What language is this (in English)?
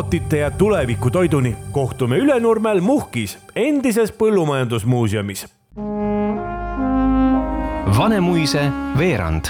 Estonian